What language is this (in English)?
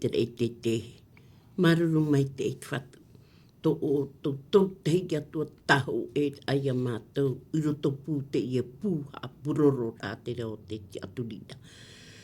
Tahitian